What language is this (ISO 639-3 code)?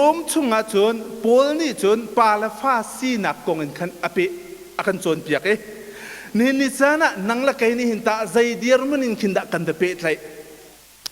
cnh